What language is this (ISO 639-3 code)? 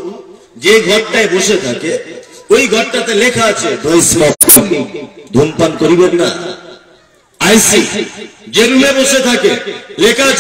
ben